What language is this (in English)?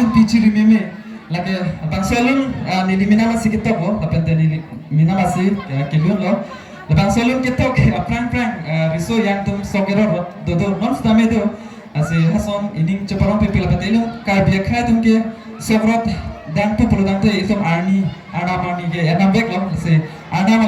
Karbi